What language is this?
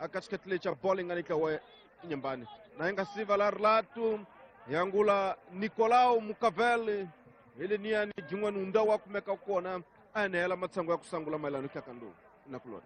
Tsonga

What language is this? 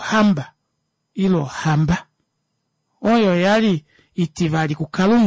Kuanyama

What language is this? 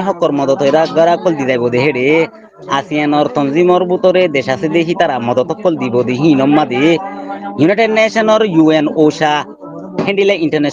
Rohingya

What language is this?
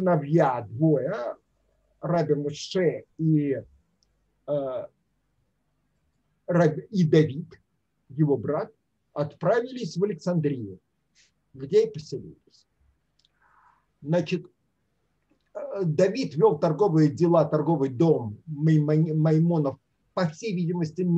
Russian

